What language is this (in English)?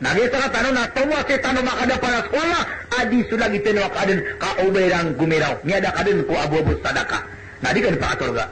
Maranao